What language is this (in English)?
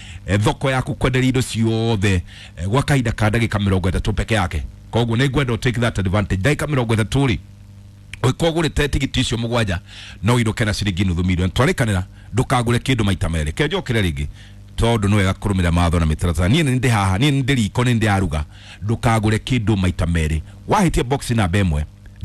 Kikuyu